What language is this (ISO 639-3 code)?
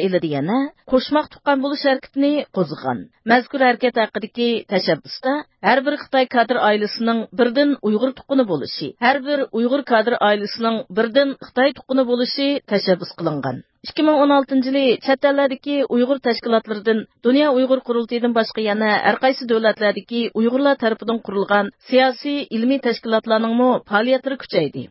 uig